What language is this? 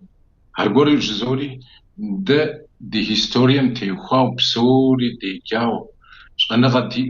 Kabardian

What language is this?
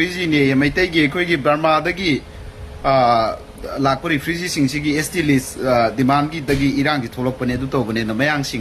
Manipuri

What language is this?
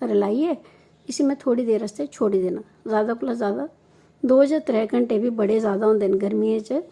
Dogri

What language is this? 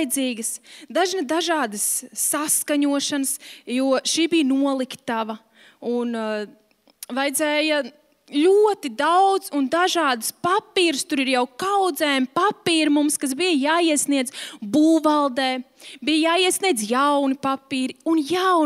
Latvian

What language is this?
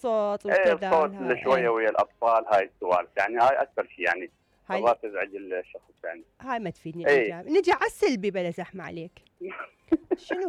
Mesopotamian Arabic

